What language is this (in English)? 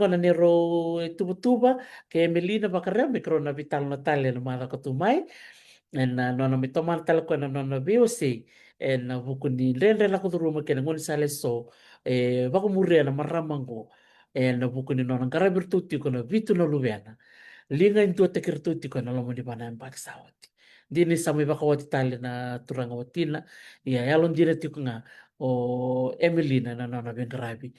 Fijian